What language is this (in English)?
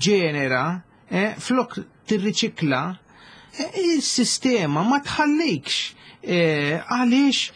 Maltese